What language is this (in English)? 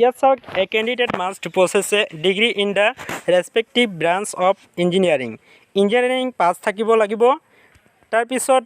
Assamese